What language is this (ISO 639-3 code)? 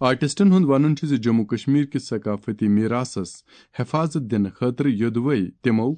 kas